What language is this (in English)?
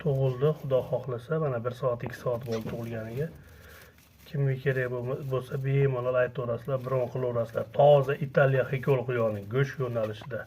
Uzbek